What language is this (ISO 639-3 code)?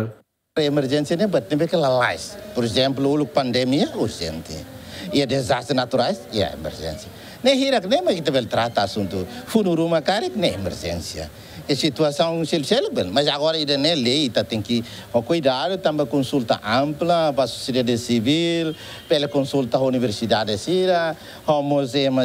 tet